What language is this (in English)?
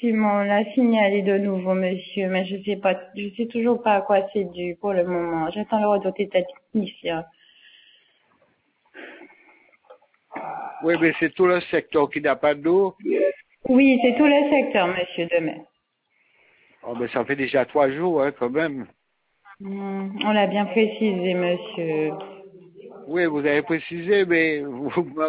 French